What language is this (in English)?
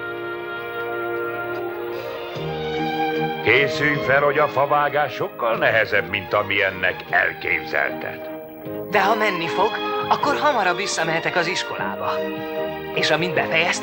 Hungarian